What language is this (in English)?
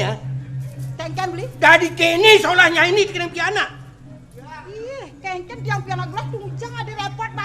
Balinese